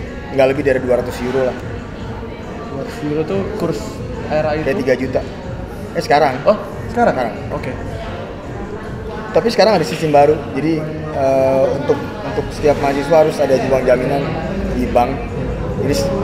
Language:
Indonesian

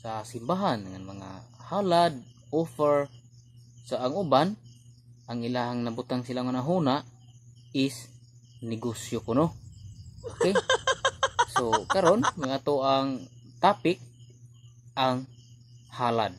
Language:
Cebuano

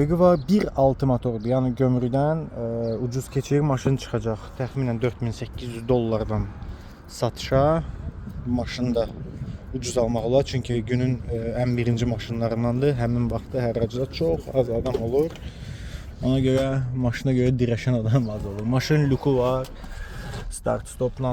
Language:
Azerbaijani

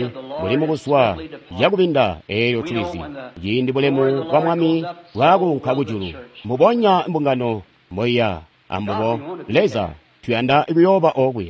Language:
Tonga (Zambia)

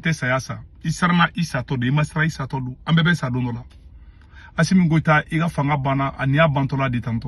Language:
Bambara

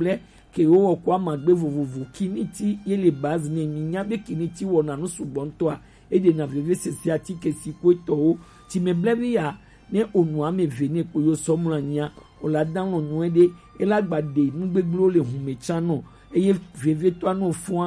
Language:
Gen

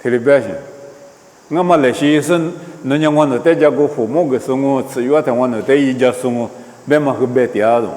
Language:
Lisu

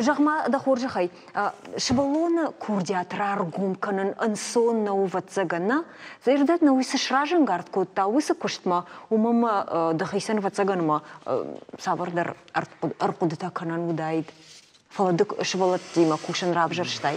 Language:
Ossetic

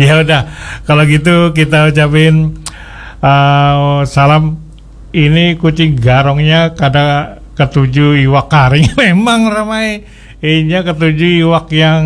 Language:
Banjar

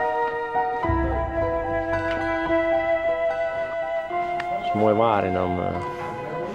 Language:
Dutch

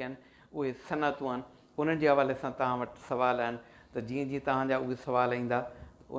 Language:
Sindhi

